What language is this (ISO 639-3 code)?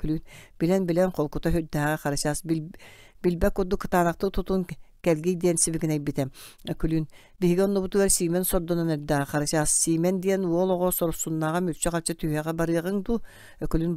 sah